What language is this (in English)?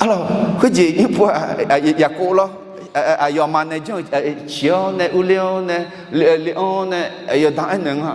Akha